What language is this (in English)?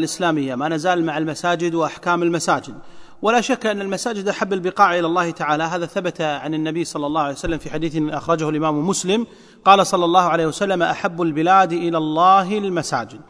Arabic